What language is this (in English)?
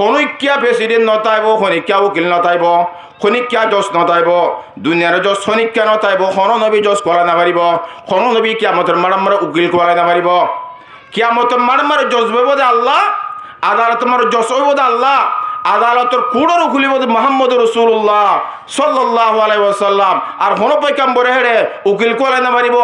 Rohingya